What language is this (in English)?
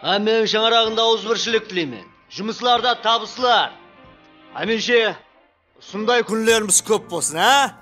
Kara-Kalpak